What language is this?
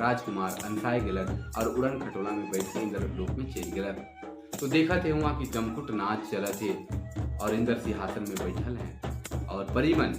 Sadri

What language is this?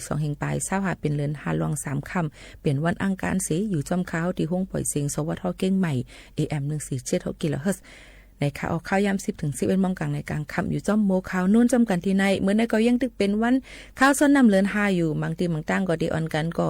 Shan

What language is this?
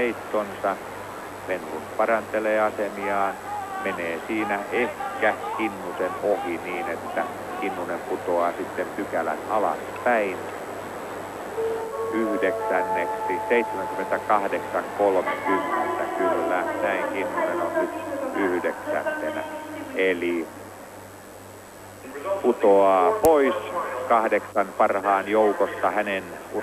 Finnish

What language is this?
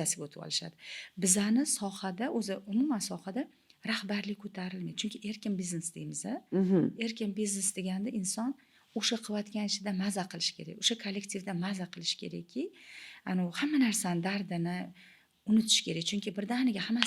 Uzbek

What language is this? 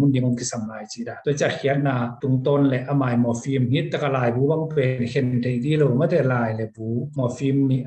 Tedim Chin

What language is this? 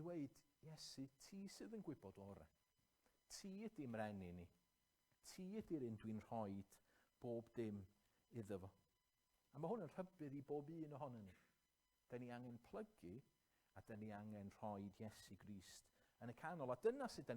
Welsh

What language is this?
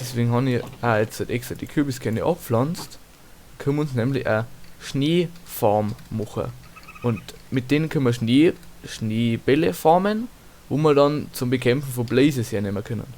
Bavarian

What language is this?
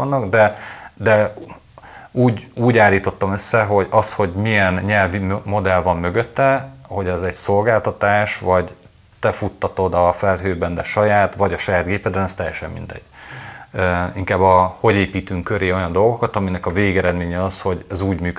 Hungarian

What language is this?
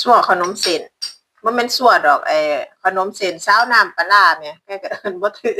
Northeastern Thai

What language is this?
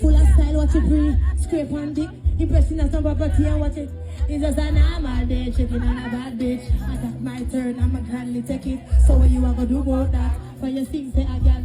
Jamaican Creole English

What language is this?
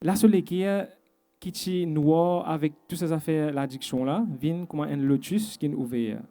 Morisyen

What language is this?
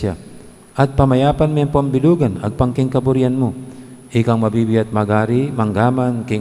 Pampanga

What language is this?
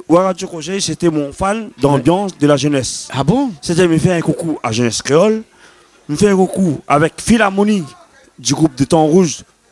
Réunion Creole French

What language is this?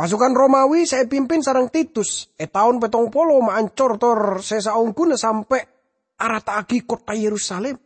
Madurese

